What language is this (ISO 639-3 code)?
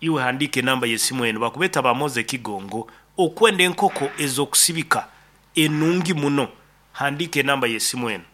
nyo